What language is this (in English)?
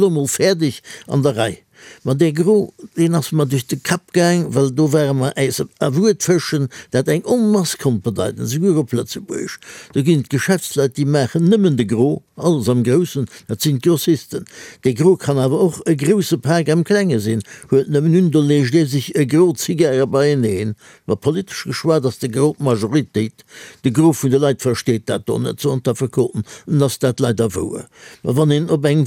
Luxembourgish